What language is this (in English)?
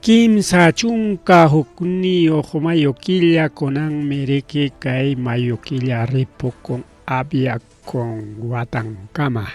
Ayacucho Quechua